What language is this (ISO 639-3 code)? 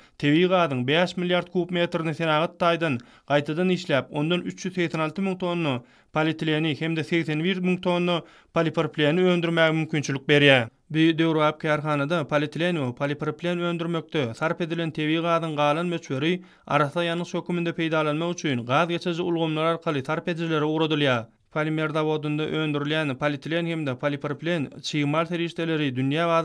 tuk